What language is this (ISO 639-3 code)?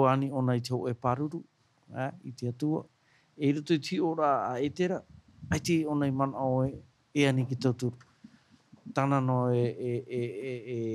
tah